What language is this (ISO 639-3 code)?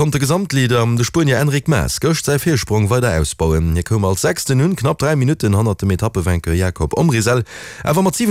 ltz